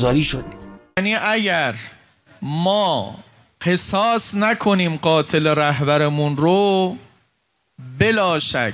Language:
Persian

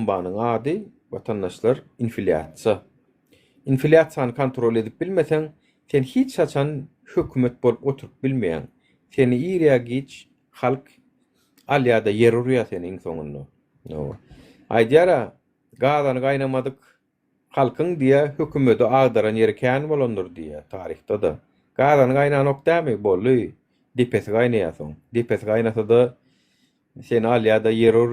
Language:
Turkmen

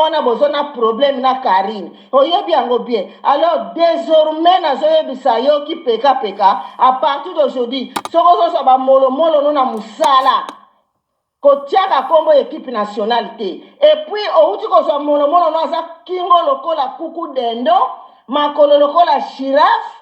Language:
Lingala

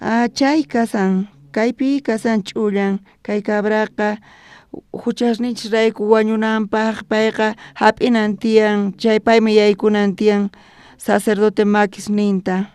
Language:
South Bolivian Quechua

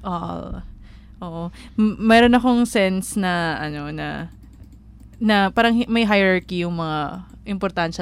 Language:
Filipino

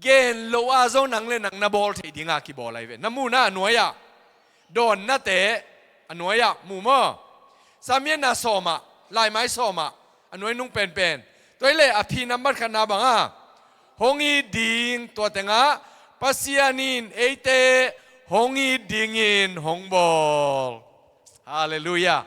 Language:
Tedim Chin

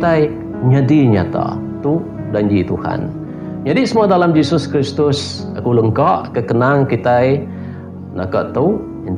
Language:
Iban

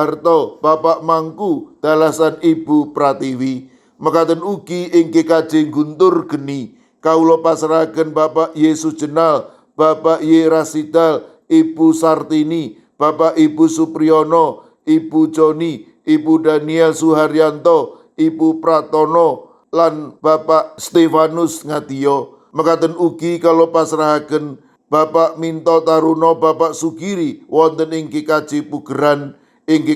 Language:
Javanese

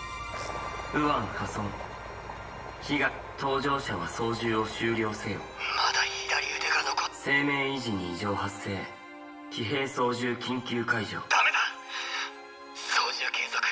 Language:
Japanese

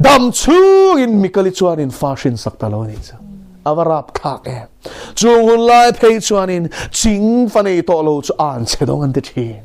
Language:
Mizo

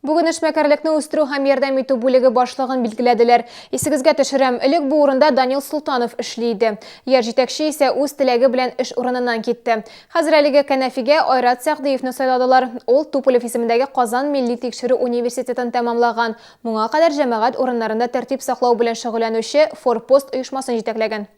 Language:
Tatar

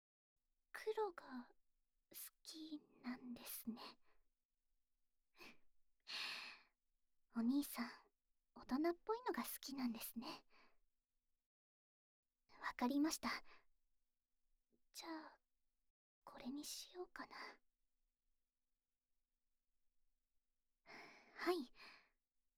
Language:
Japanese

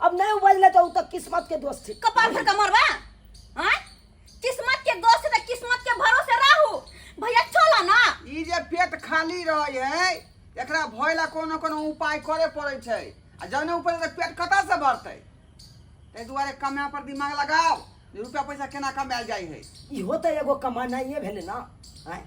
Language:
Maithili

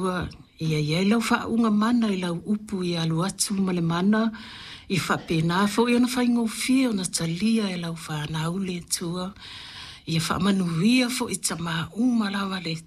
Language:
Samoan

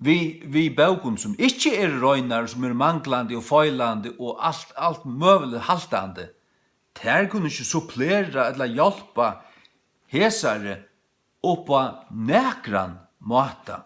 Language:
Faroese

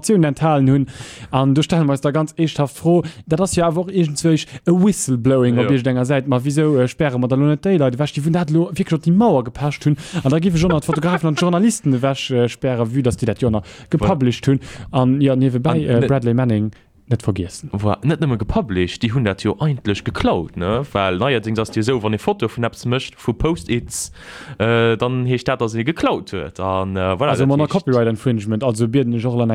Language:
Luxembourgish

